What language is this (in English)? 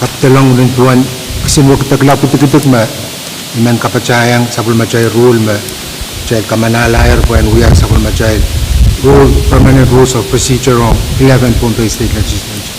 Pohnpeian